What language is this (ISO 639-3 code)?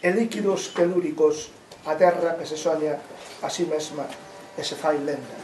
glg